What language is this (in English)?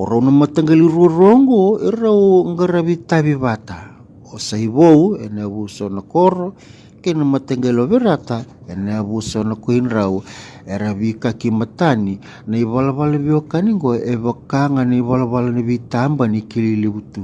Fijian